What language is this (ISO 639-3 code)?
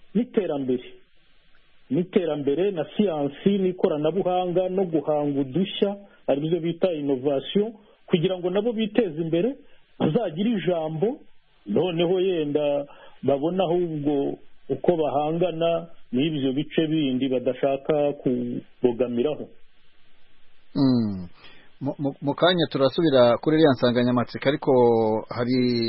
kin